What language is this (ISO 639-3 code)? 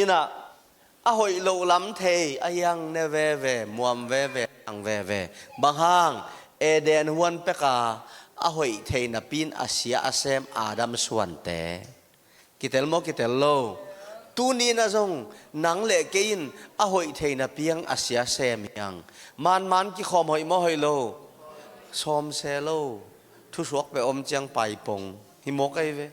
ctd